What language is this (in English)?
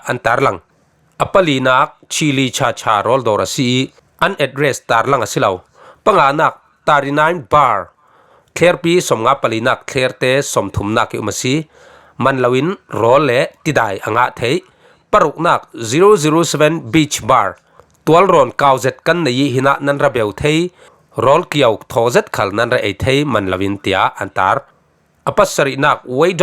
Falam Chin